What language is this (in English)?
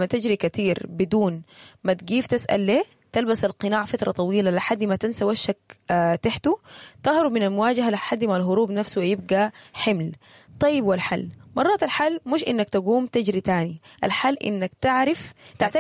Sudanese Arabic